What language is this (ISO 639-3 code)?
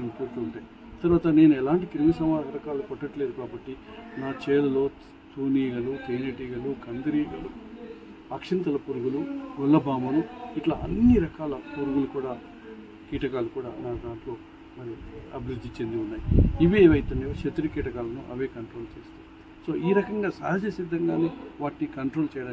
tel